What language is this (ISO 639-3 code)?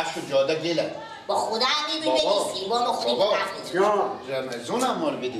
fas